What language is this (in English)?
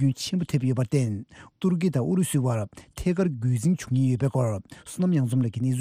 Tibetan